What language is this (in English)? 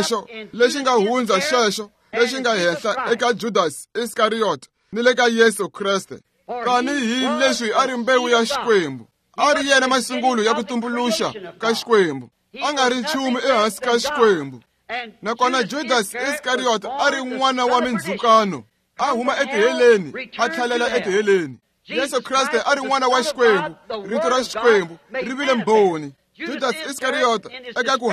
Tsonga